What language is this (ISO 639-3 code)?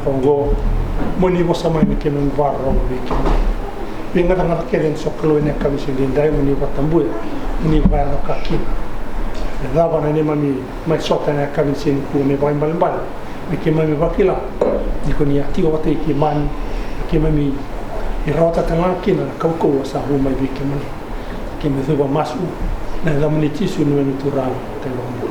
fij